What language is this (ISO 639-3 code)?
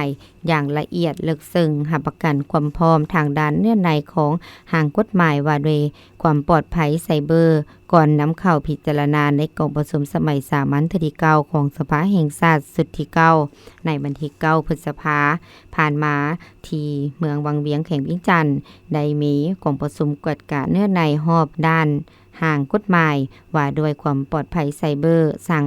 lao